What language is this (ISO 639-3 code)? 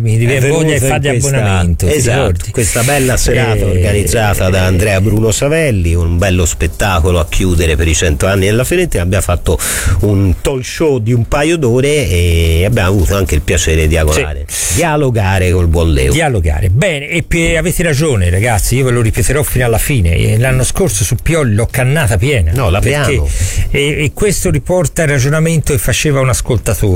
ita